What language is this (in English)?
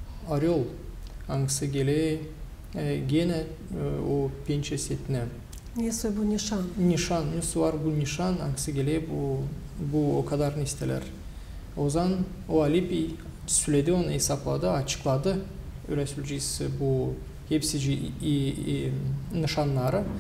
Gagauz